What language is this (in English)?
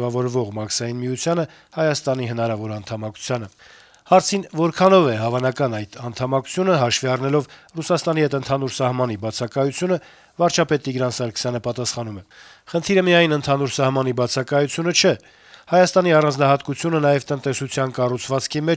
Armenian